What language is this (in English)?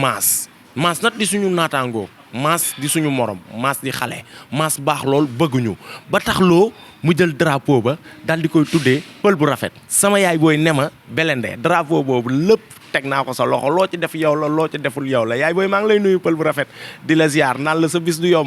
Wolof